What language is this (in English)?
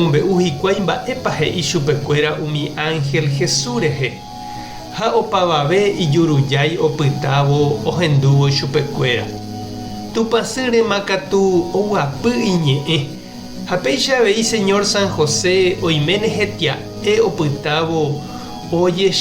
Guarani